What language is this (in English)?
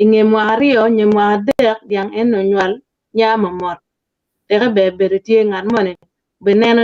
Acoli